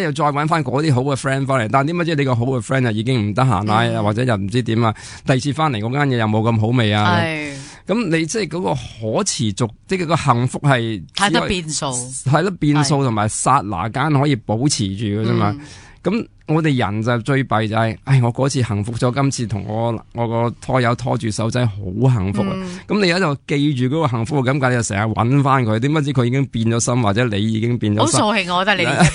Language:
Cantonese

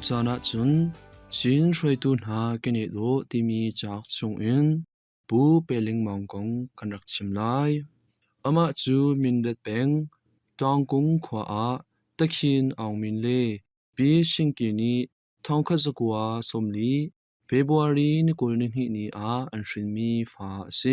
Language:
Hakha Chin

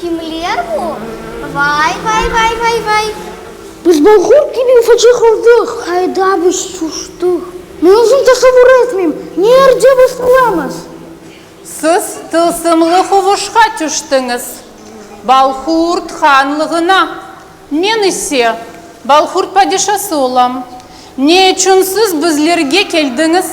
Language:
Crimean Tatar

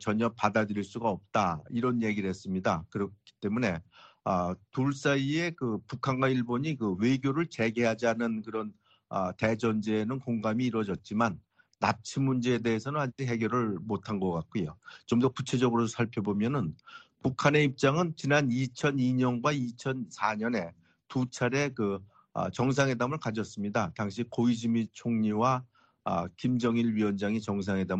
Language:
Korean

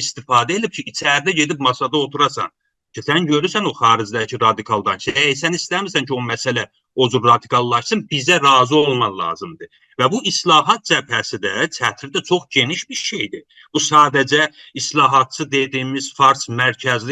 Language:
South Azerbaijani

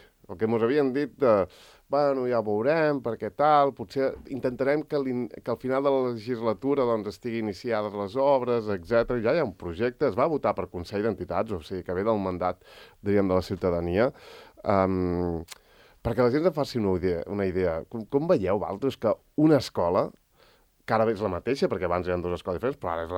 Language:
Catalan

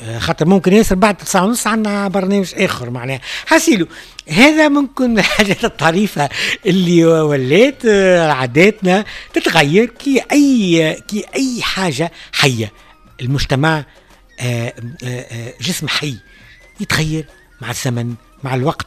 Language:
Tunisian Arabic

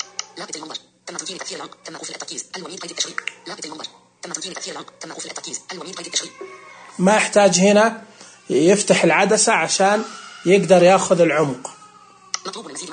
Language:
Najdi Arabic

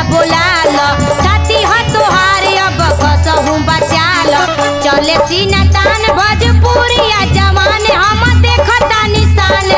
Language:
Bhojpuri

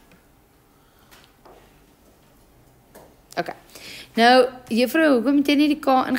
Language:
Afrikaans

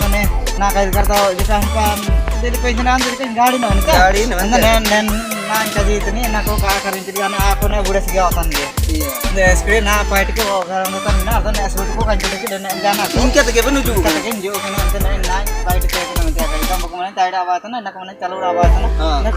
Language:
Ho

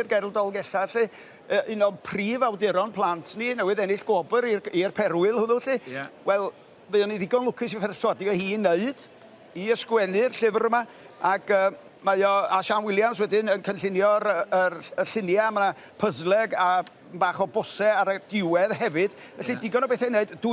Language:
Welsh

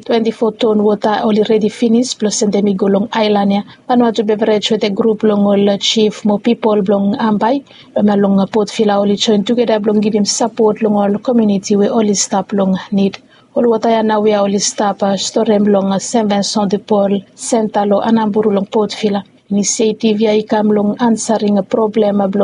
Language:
Bislama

